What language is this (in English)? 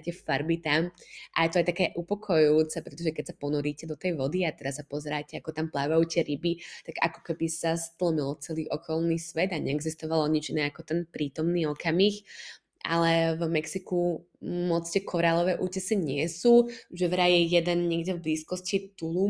Slovak